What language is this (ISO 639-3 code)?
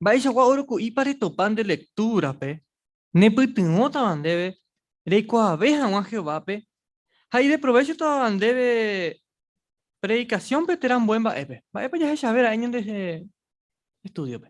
grn